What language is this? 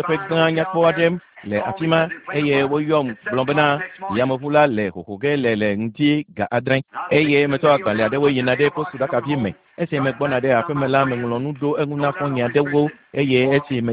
Ewe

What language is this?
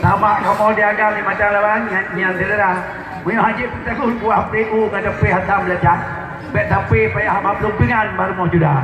Achinese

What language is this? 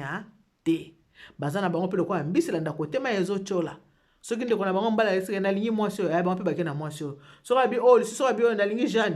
Lingala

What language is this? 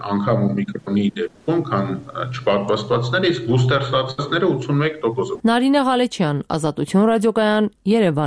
Armenian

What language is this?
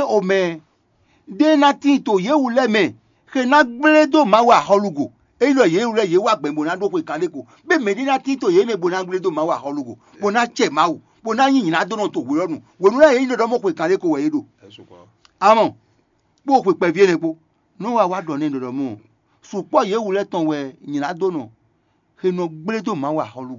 Fon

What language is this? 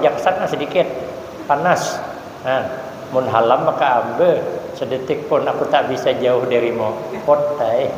Banjar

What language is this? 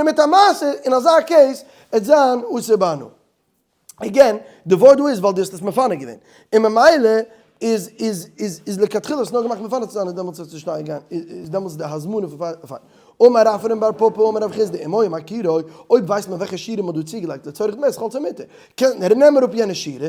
Yiddish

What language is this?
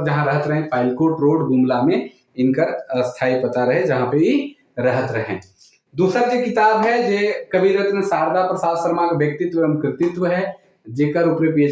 Sadri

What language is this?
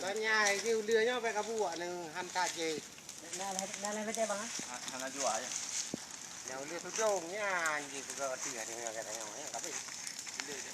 Achinese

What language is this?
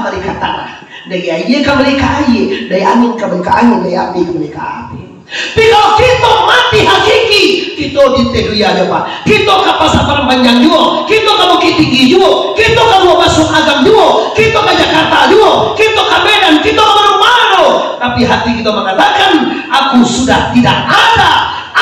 Minangkabau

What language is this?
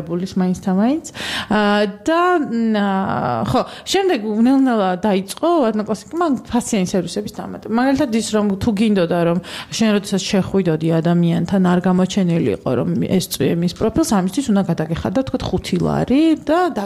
Georgian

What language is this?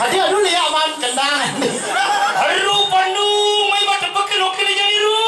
Balinese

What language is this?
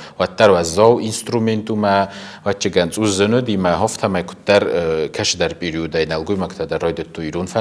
Ossetic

